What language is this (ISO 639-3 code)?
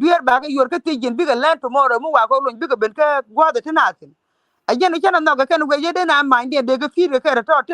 nus